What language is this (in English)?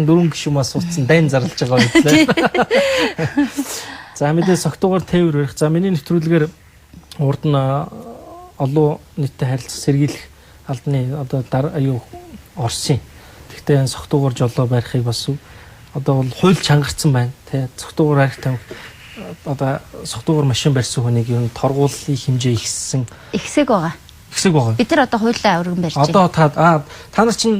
Mongolian